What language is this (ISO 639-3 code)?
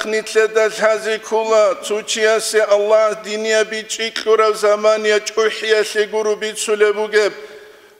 ava